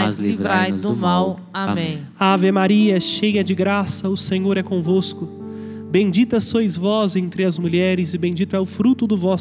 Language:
Portuguese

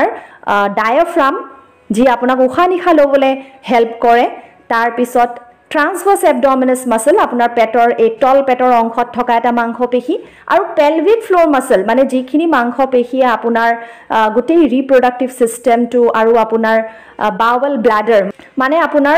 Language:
Assamese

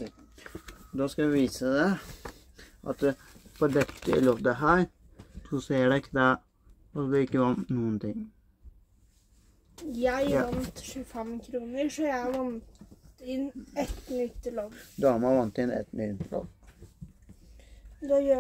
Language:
Norwegian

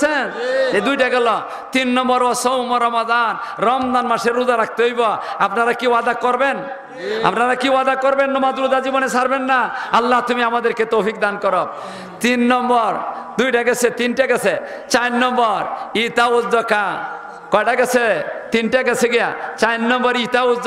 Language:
Sylheti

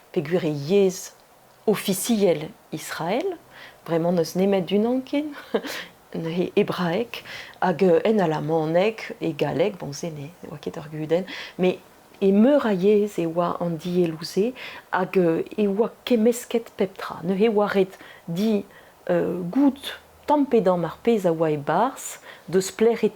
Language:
Breton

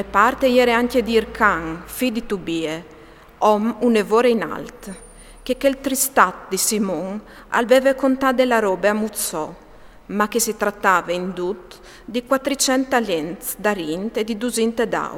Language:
Friulian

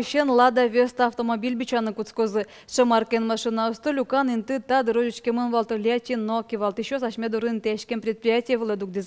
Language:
Udmurt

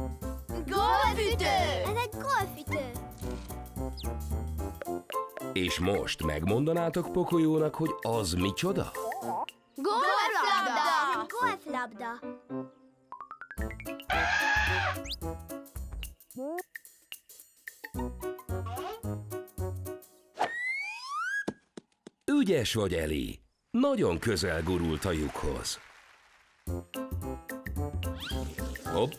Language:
Hungarian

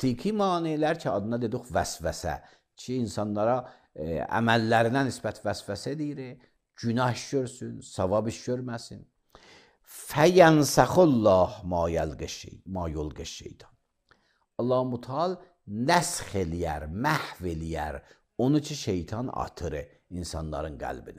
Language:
Azerbaijani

